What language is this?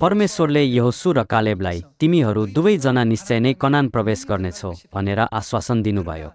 Nepali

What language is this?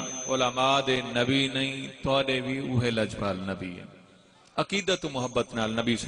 Saraiki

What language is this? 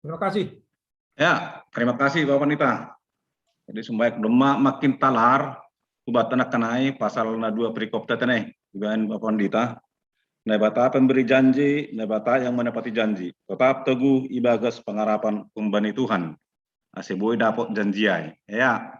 Batak Simalungun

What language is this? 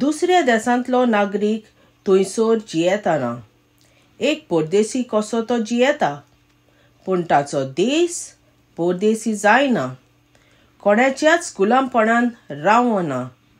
Konkani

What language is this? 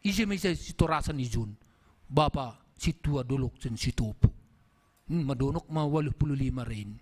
Batak Simalungun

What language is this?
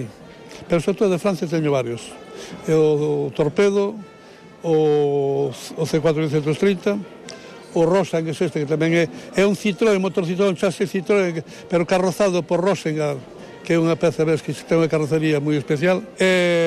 Galician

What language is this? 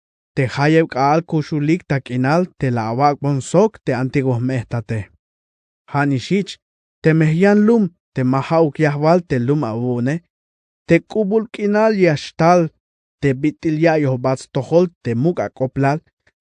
Tzeltal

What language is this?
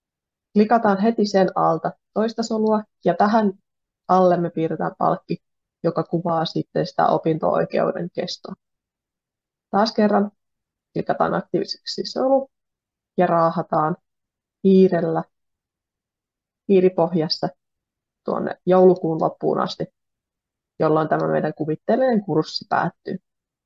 Finnish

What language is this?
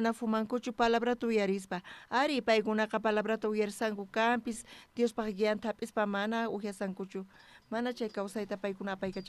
South Bolivian Quechua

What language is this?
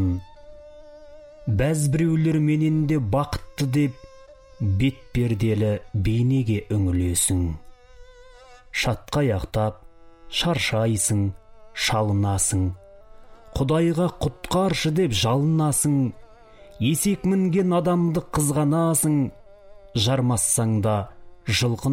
Kazakh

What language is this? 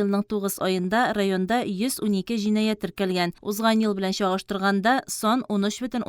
Tatar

